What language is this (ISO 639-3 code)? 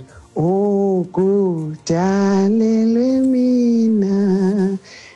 xho